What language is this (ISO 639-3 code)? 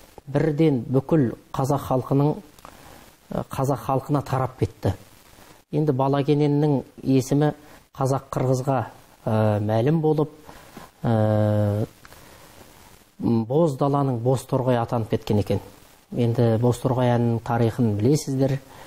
kaz